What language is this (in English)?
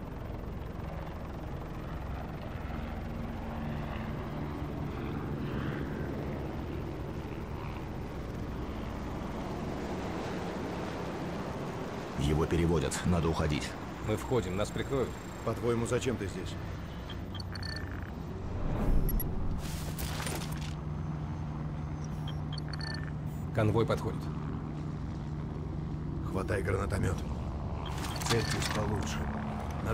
Russian